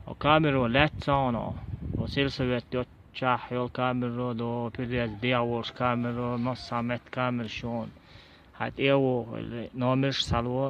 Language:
Chechen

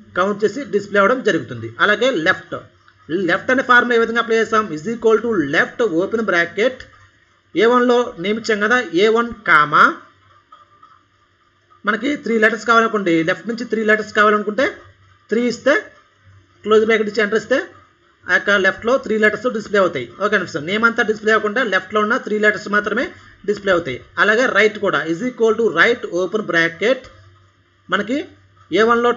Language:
Telugu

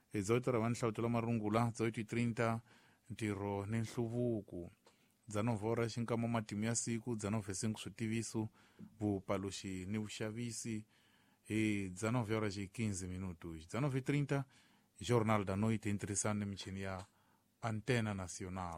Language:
Tsonga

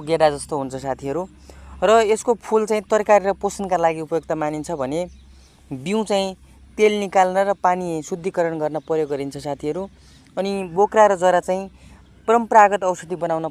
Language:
Nepali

